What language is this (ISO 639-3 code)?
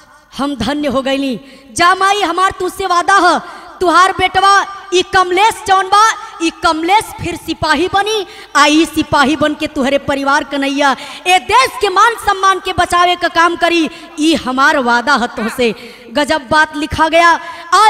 bho